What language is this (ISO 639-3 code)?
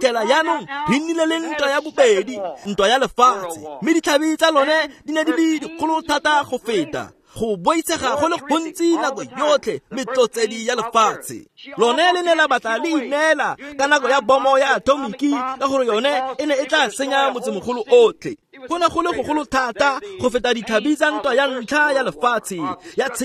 tsn